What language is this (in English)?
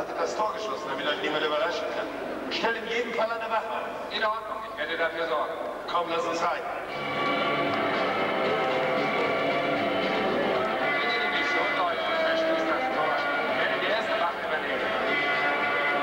German